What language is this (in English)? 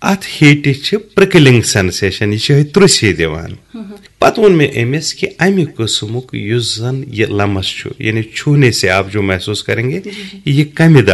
Kashmiri